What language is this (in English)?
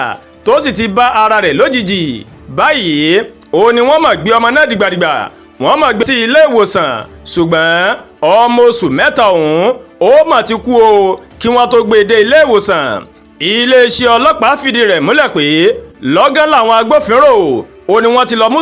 Yoruba